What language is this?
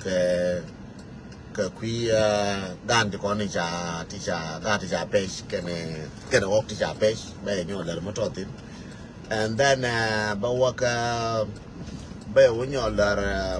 Nuer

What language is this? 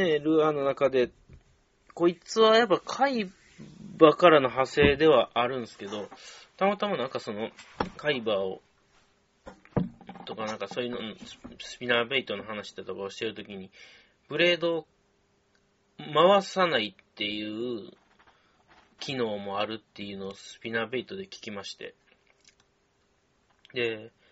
Japanese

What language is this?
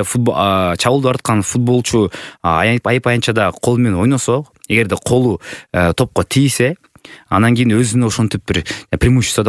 Kyrgyz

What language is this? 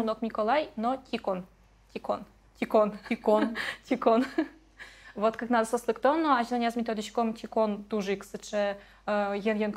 Udmurt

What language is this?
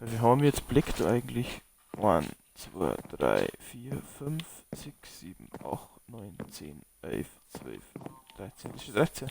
Bavarian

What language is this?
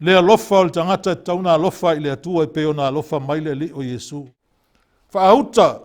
Samoan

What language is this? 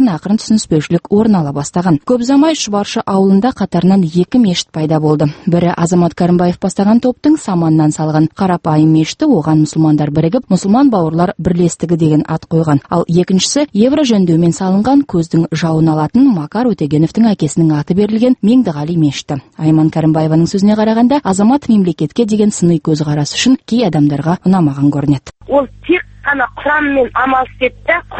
Kazakh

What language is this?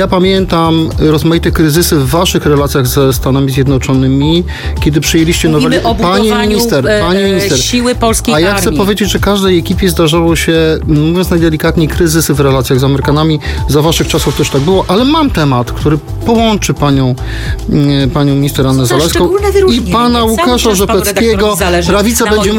Polish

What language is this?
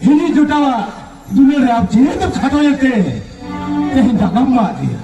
Santali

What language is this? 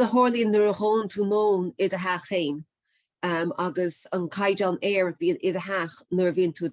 Irish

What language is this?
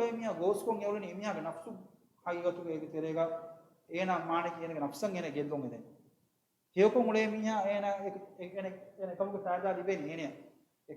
Divehi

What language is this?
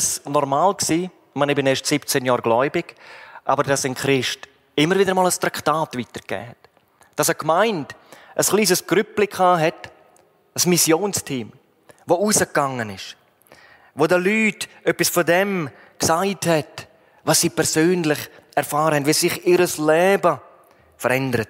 Swiss German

